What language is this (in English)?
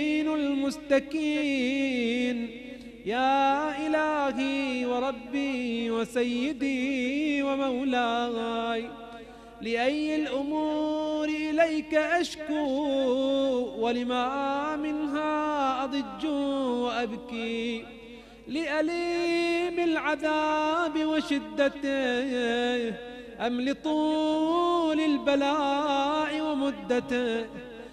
Arabic